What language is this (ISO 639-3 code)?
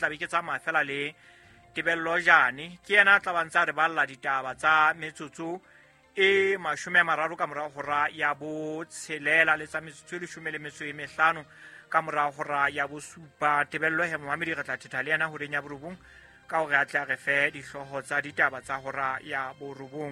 sot